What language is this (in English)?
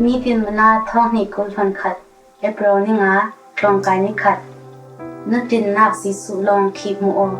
Falam Chin